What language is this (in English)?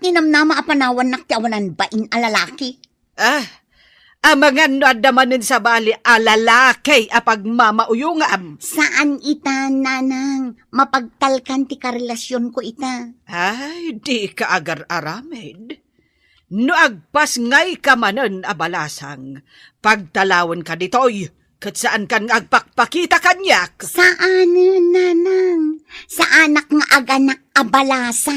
Iloko